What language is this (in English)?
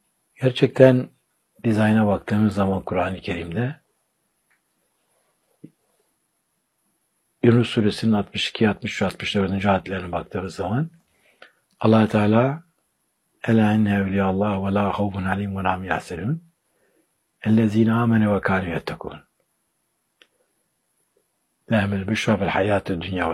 Turkish